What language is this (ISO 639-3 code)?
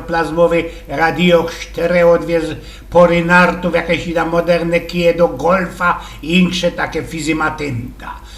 szl